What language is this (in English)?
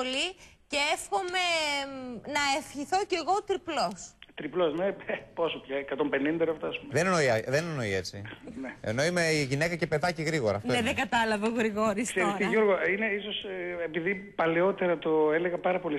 Greek